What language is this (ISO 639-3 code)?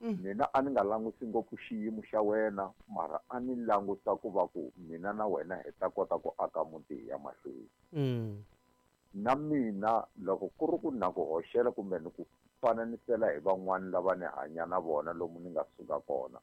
tso